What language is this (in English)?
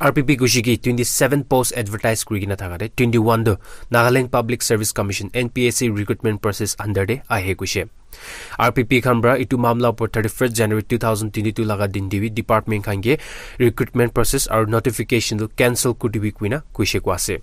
Naga Pidgin